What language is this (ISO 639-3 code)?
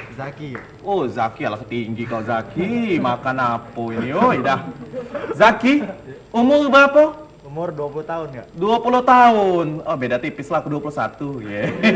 mui